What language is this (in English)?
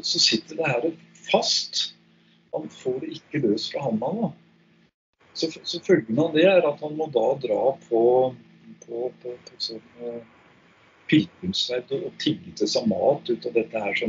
Norwegian